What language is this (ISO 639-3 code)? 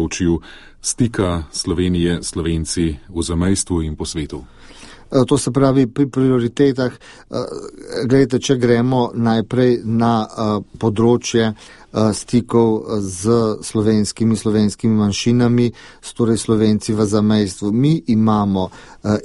slv